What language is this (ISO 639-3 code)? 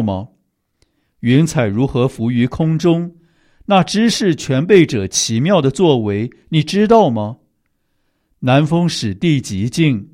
zho